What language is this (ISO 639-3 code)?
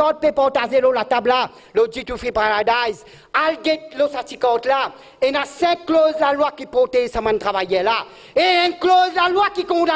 mfe